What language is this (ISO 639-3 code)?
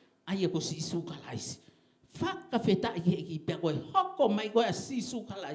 ton